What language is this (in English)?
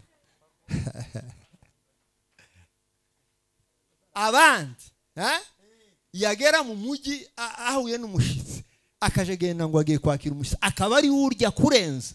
Kinyarwanda